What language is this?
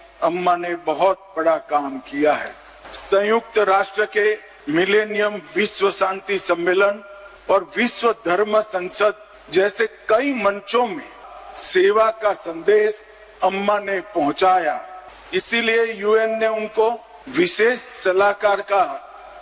Hindi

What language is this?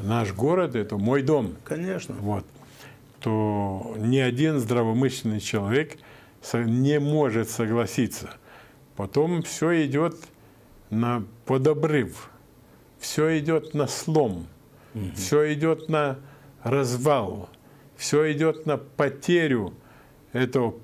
Russian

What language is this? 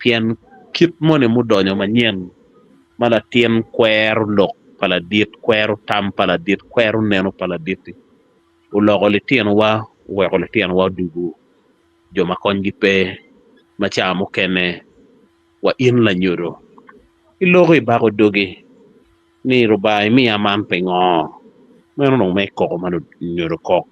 Acoli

